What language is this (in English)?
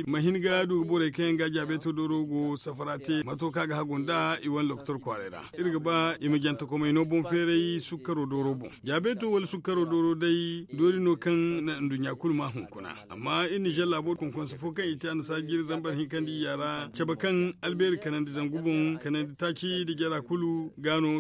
Zarma